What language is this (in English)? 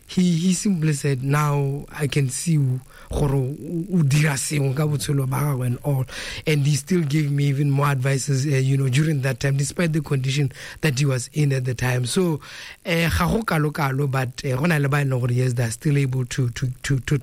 Tswana